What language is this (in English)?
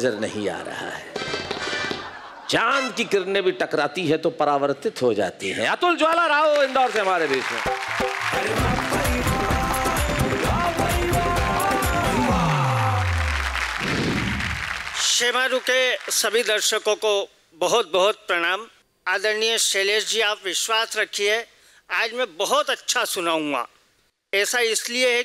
Hindi